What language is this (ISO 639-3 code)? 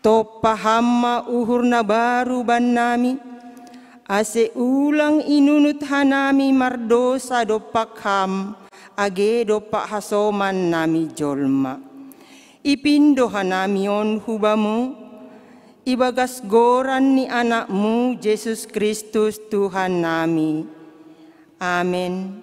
bts